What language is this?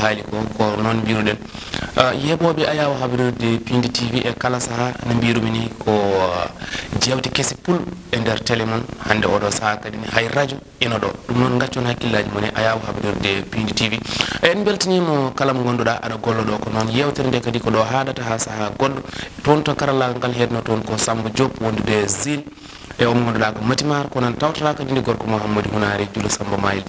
Fula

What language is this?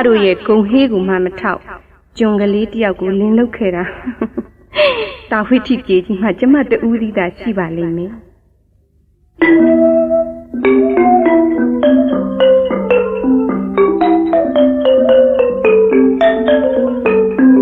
Burmese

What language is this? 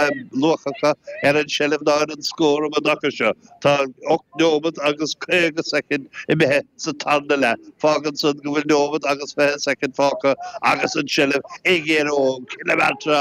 Irish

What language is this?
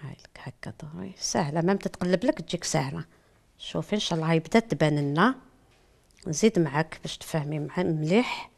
Algerian Arabic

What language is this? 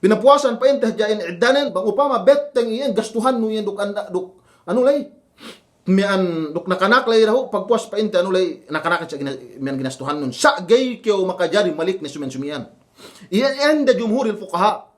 Yakan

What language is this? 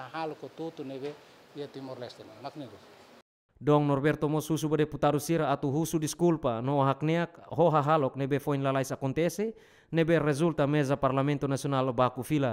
Tetum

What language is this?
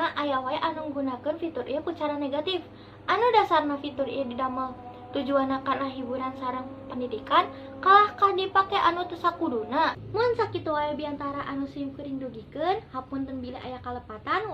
Sundanese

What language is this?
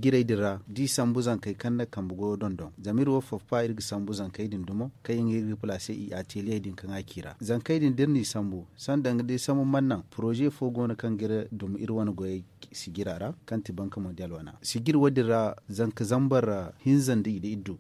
Zarma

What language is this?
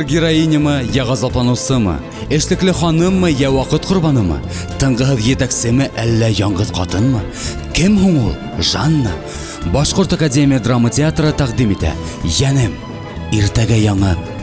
Bashkir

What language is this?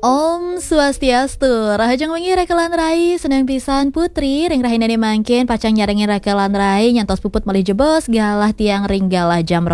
Balinese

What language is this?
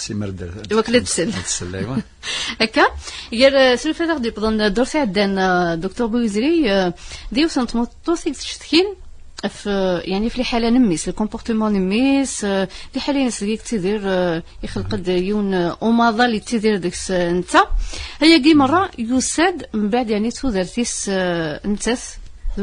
Kabyle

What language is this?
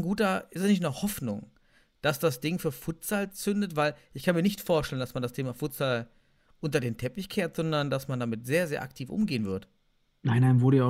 German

